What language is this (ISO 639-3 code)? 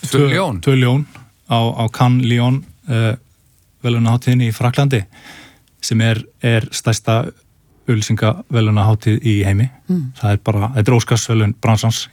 isl